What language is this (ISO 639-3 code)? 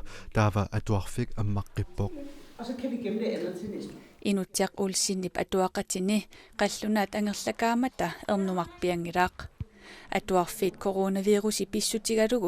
kal